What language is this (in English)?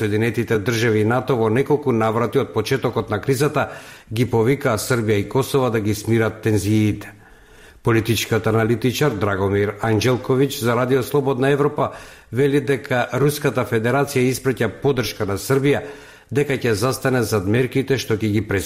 Macedonian